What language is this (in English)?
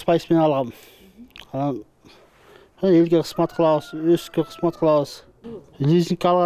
Kyrgyz